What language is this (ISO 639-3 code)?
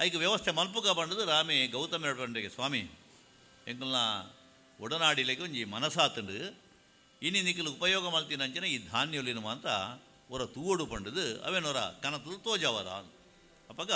tcy